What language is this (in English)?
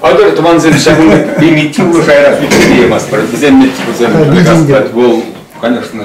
Chuvash